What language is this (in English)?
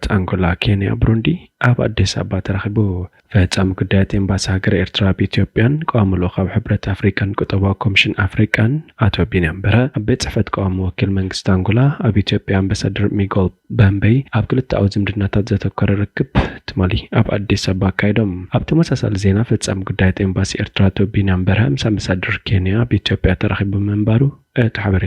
Tigrinya